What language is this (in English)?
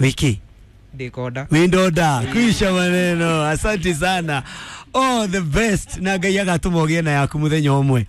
Kikuyu